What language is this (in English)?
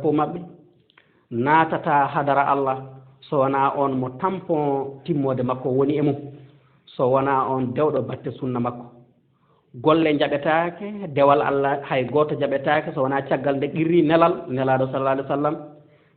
Fula